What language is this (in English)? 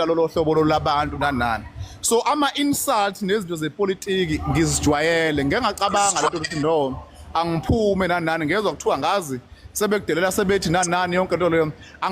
Zulu